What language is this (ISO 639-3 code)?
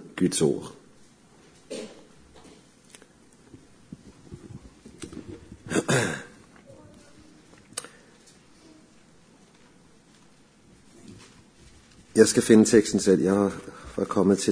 dan